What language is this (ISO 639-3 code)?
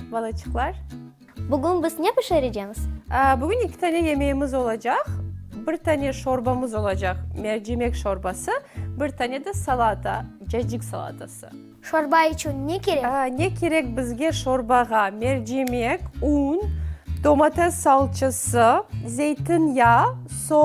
crh